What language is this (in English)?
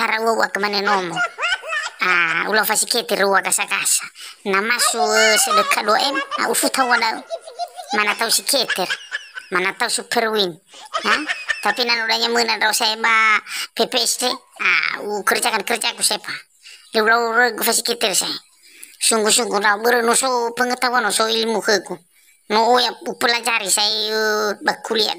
Nias